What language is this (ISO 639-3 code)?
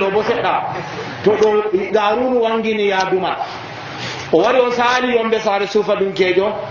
fuv